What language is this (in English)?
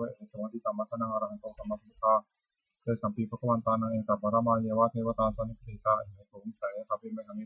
Pali